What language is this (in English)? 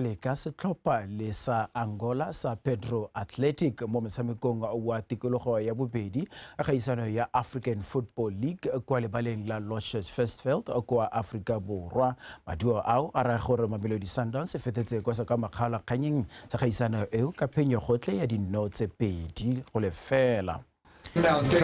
Tswana